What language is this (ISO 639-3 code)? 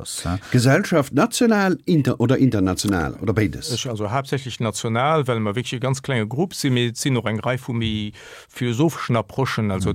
ltz